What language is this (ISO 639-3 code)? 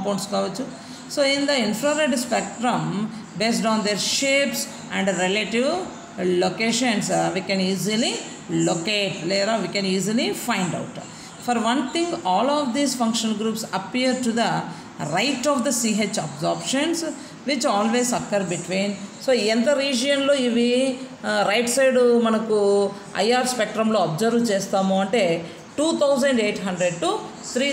tel